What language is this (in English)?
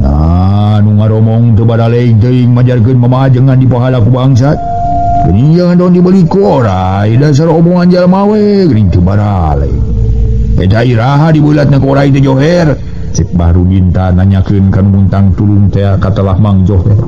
Sundanese